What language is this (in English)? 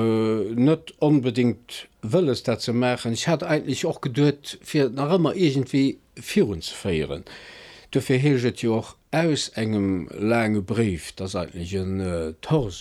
Luxembourgish